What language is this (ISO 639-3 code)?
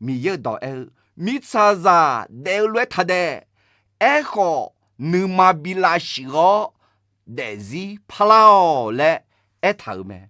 ahk